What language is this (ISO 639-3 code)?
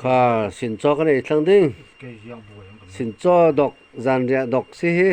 cfm